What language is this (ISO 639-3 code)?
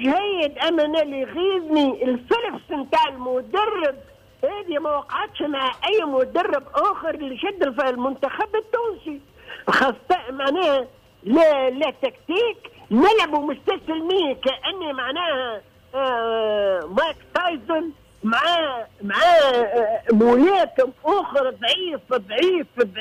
aeb